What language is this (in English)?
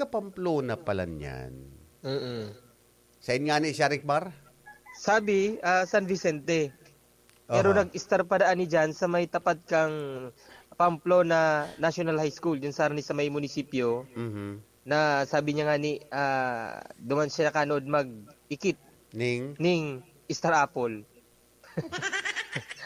Bikol